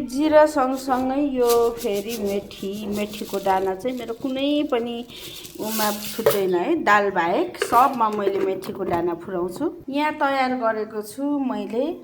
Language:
Nepali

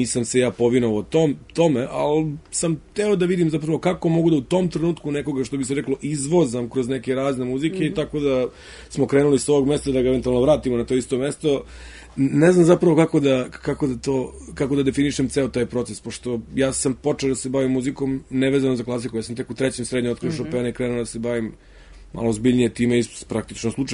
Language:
Serbian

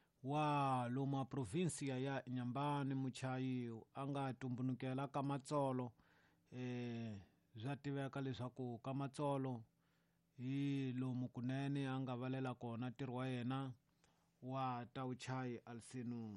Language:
Tsonga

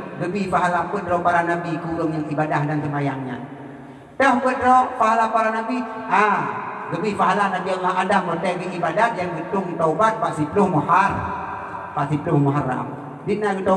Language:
Achinese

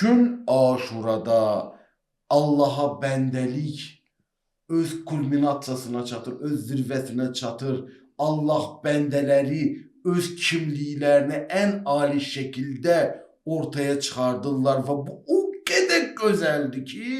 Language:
Azerbaijani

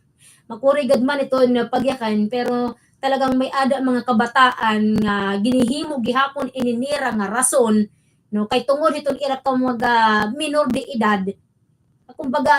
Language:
Waray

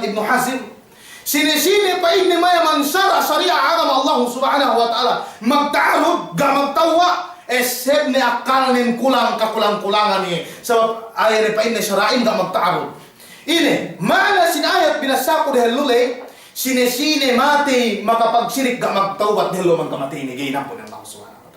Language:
Yakan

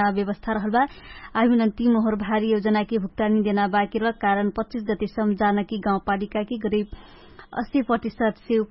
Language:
Dangaura Tharu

